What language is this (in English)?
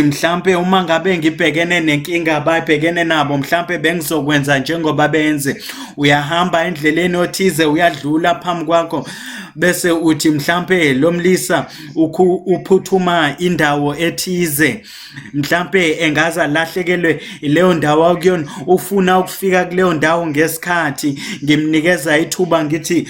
Zulu